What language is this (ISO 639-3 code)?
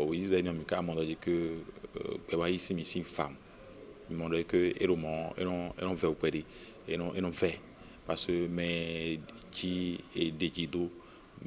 fon